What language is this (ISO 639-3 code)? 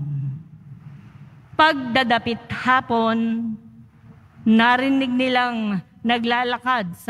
fil